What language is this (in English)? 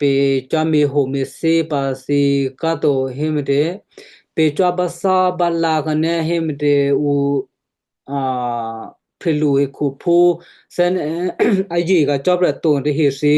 Western Kayah